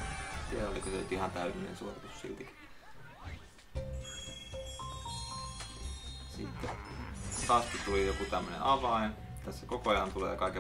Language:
Finnish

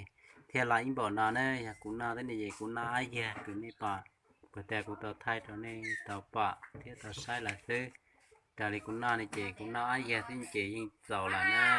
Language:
Hmong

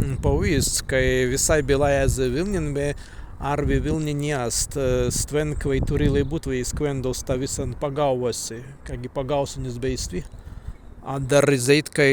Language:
Prussian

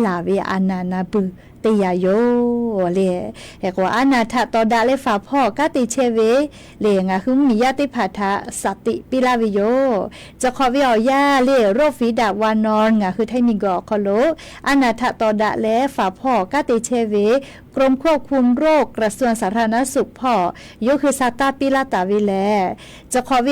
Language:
Lahu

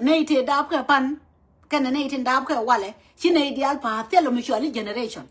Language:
Nuer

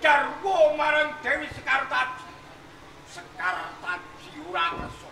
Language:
Javanese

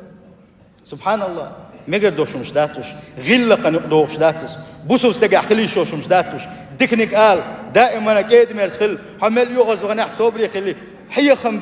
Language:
Chechen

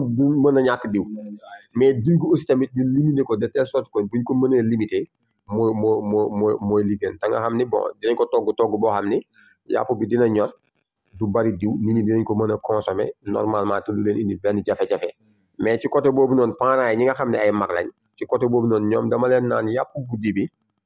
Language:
Wolof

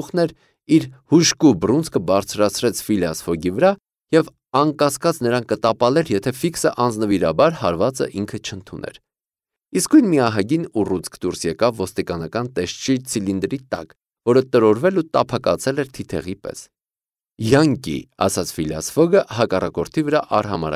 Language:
Armenian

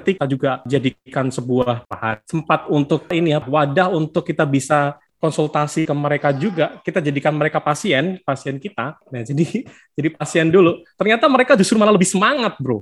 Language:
Indonesian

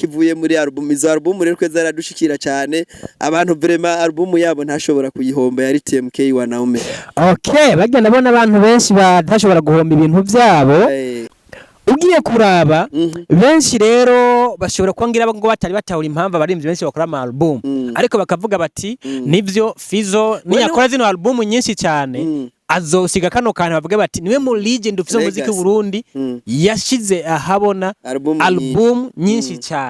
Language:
Rundi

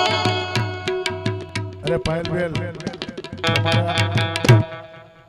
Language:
Gujarati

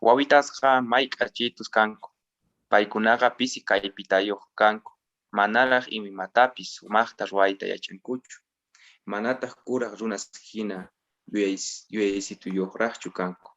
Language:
Quechua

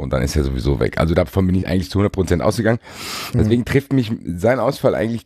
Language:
German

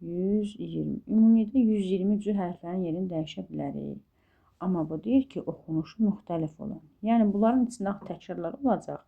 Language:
Azerbaijani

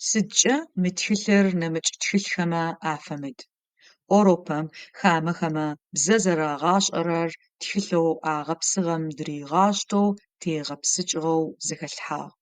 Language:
Adyghe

